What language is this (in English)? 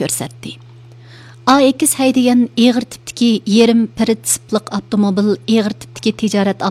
Uyghur